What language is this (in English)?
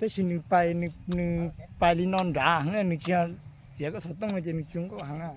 Hmong